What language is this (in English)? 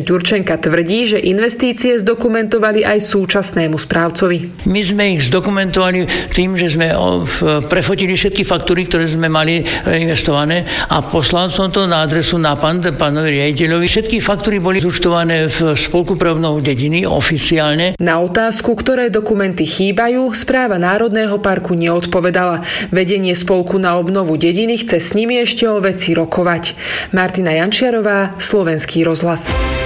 Slovak